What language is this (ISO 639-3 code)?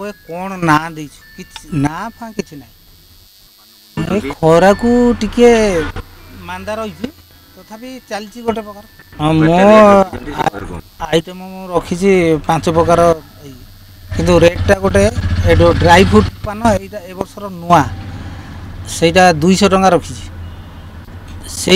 ori